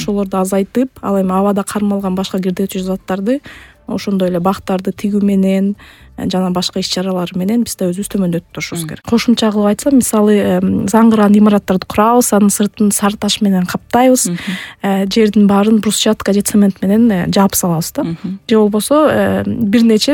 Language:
Kyrgyz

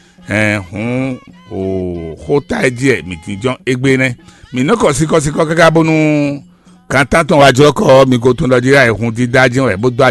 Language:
Fon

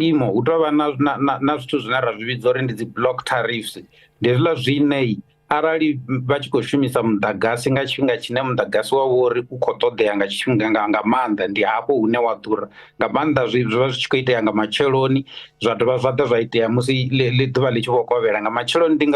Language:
Venda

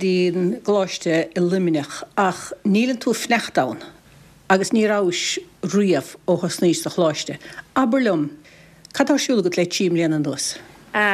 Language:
Irish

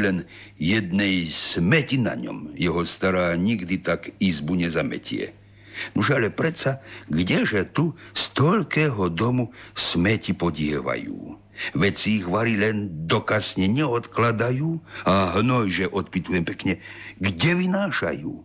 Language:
Slovak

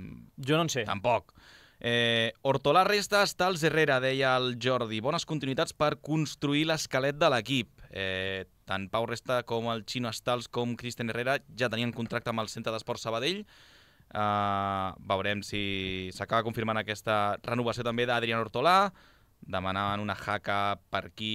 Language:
Catalan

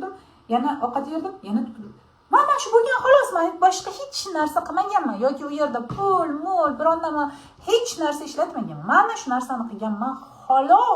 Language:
Uzbek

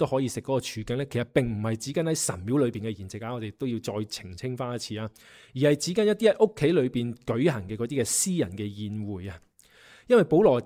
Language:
Cantonese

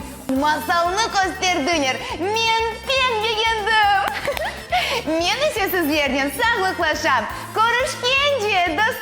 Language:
Crimean Tatar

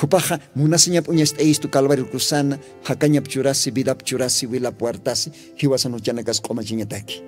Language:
Aymara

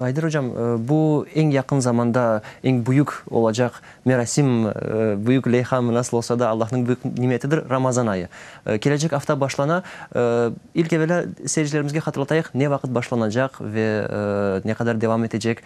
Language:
Crimean Tatar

